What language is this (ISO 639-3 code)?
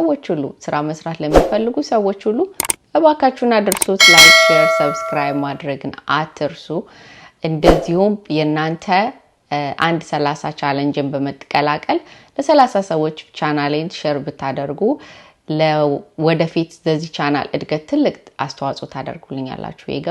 amh